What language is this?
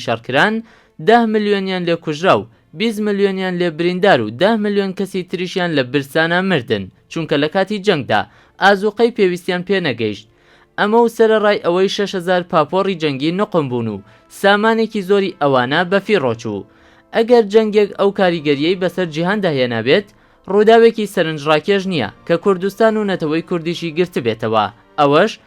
Central Kurdish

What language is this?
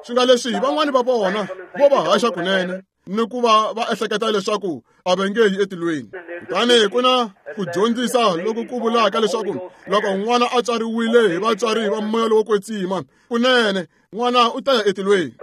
Tsonga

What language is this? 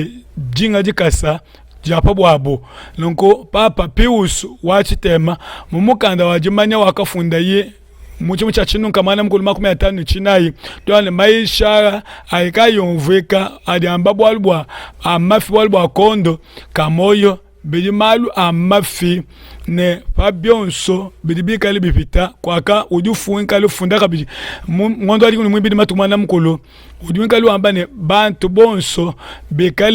Luba-Lulua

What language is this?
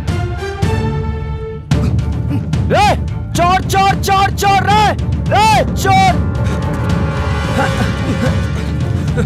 Bhojpuri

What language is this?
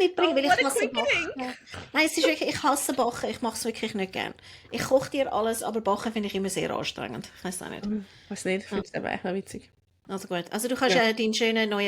Swiss German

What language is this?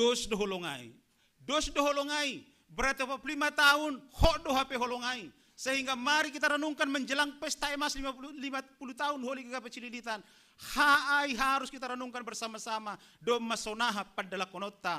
Batak Simalungun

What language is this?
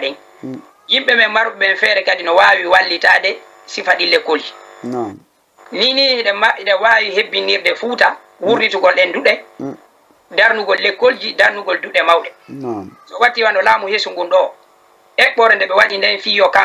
Fula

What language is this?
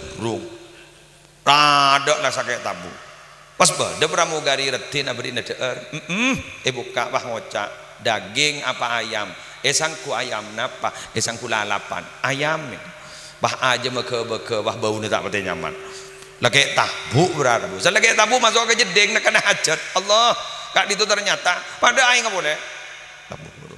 Madurese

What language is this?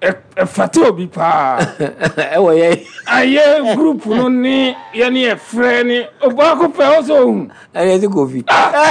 Akan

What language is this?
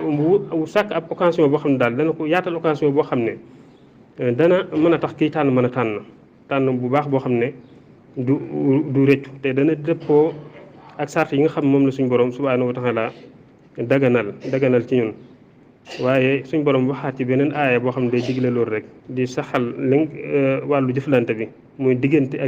Wolof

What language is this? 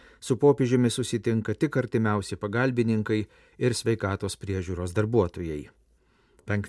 Lithuanian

